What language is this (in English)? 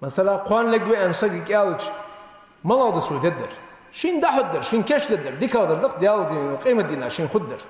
Ingush